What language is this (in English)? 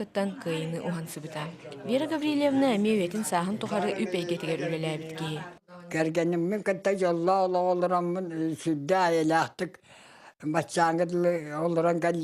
Yakut